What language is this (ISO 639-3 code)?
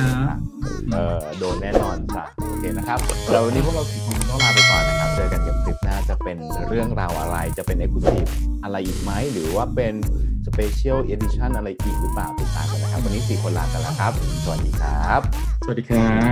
tha